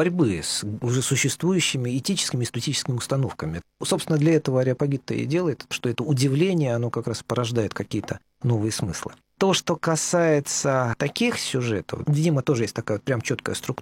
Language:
Russian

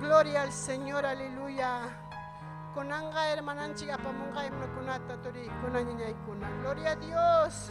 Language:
Ayacucho Quechua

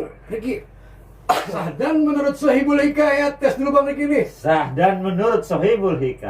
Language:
Betawi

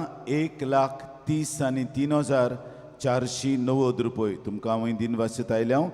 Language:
Konkani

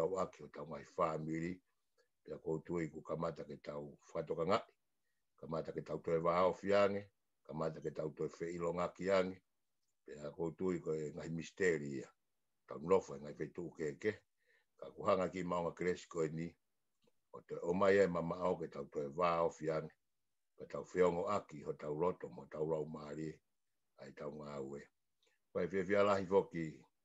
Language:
Tongan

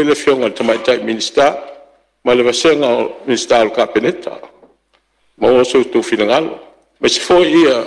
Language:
Samoan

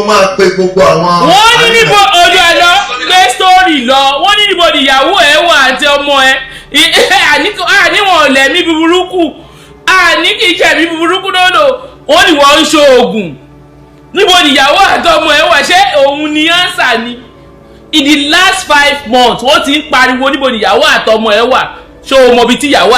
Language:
Yoruba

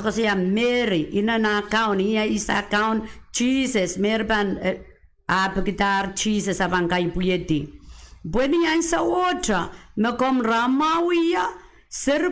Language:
Pohnpeian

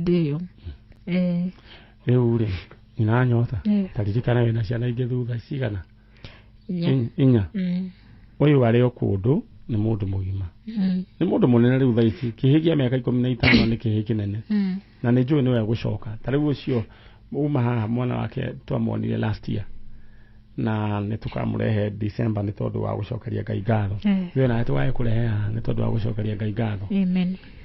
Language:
Kikuyu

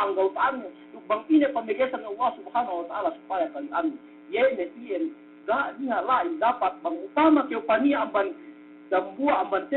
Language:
Yakan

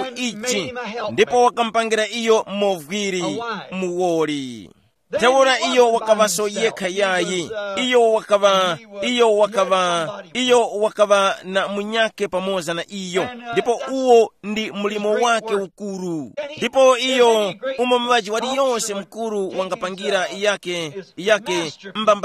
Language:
Tumbuka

